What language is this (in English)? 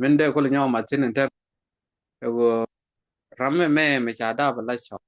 Nuer